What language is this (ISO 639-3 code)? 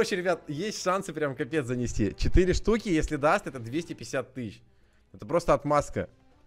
rus